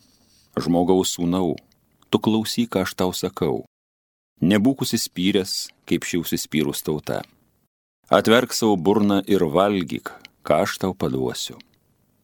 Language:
Lithuanian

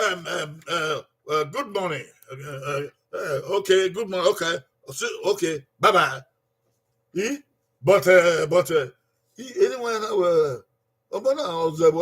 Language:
Bini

